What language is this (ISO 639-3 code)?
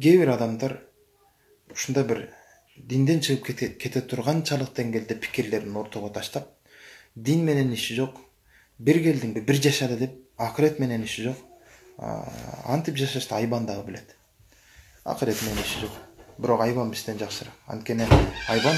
kir